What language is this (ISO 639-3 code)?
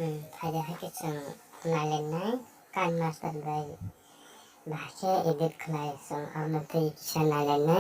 trp